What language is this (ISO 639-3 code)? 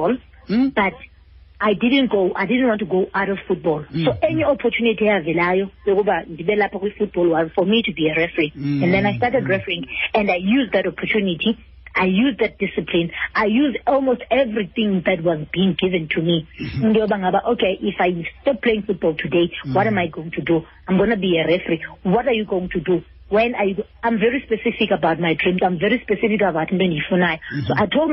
xho